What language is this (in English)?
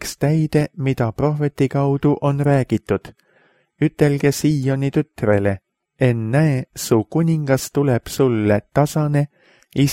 Estonian